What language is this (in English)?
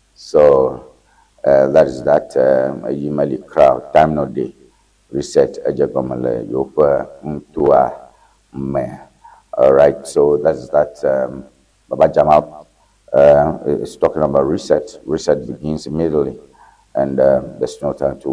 Ewe